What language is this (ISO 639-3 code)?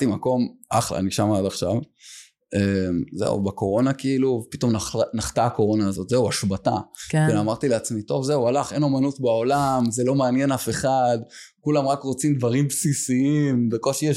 heb